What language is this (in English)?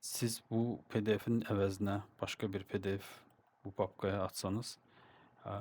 Azerbaijani